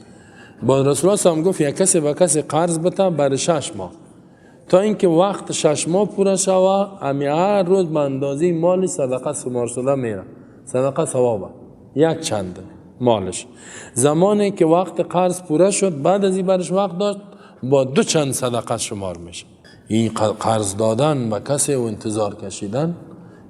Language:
Persian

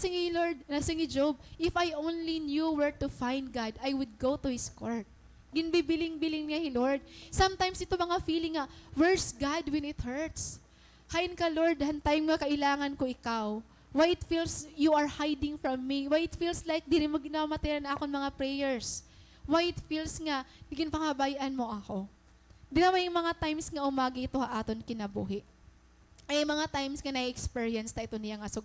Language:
Waray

